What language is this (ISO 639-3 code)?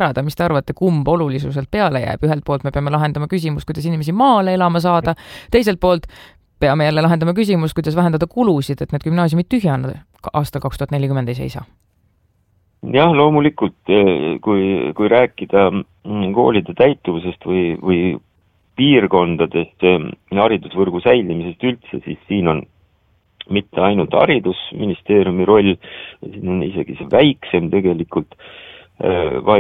est